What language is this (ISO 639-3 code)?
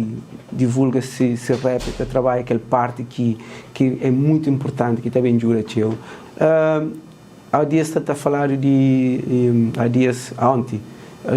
kea